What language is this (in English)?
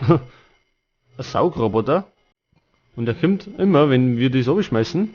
Bavarian